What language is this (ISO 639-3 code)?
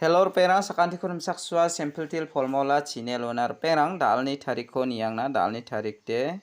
grt